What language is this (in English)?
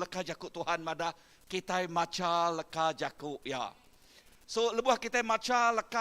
Iban